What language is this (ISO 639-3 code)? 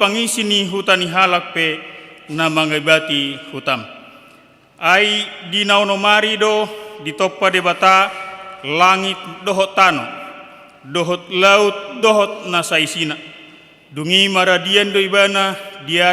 bbc